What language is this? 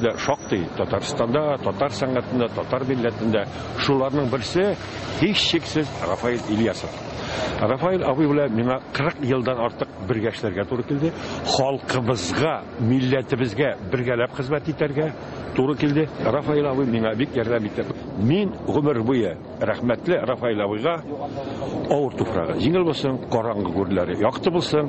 Tatar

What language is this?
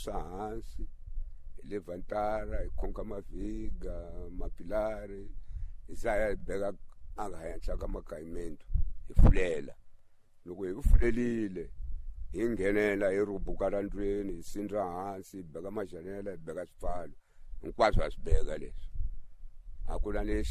Tsonga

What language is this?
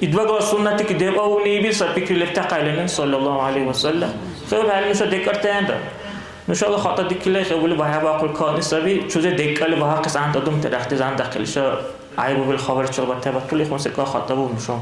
Dargwa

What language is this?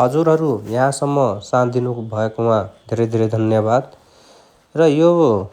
Nepali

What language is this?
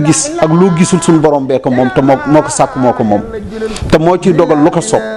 Wolof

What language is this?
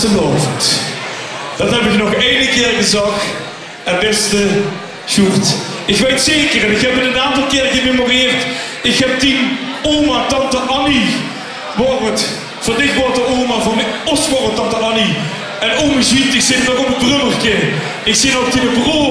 Limburgish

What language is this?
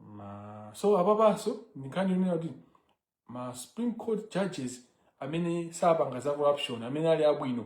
Nyanja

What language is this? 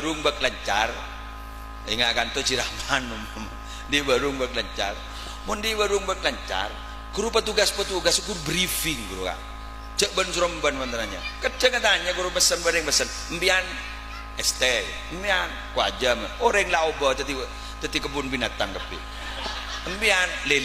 Madurese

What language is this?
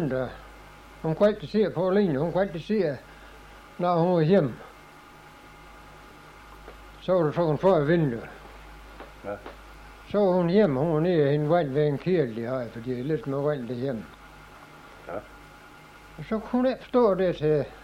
Danish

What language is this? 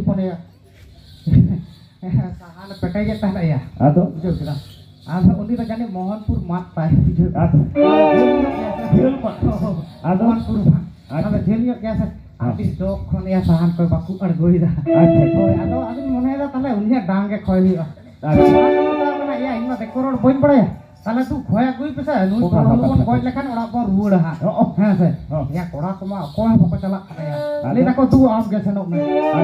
Santali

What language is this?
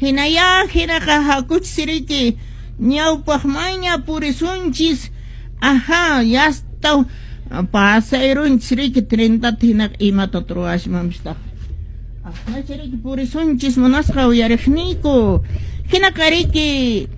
Quechua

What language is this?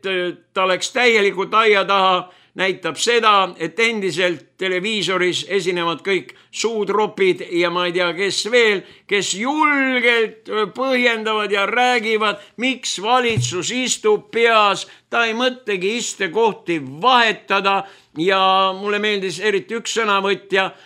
Estonian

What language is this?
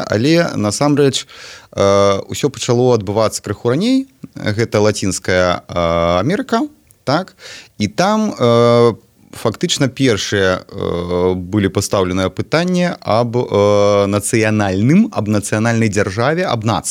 Belarusian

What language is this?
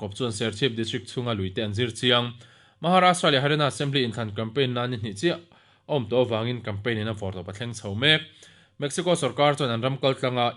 Mizo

